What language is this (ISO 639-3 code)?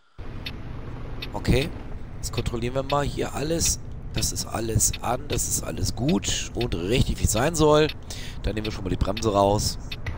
deu